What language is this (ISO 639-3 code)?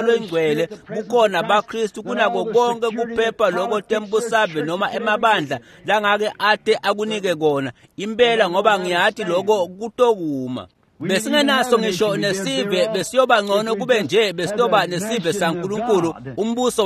ssw